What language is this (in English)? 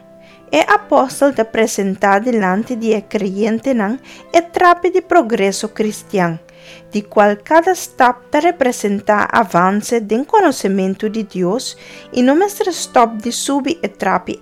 Papiamento